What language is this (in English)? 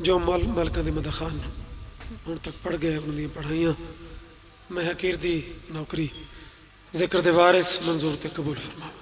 Pahari-Potwari